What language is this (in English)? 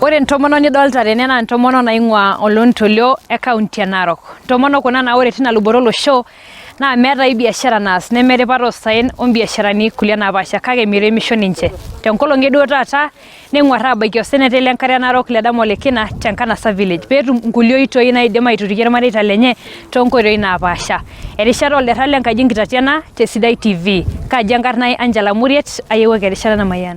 Masai